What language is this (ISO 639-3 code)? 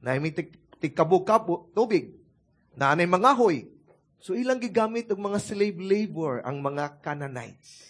ceb